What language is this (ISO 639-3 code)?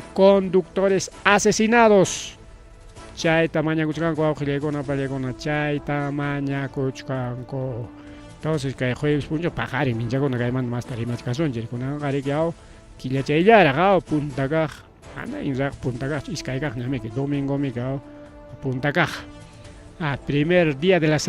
quy